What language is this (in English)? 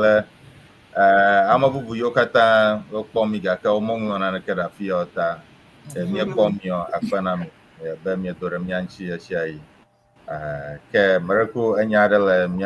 Ewe